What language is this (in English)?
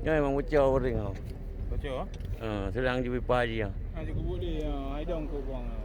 Achinese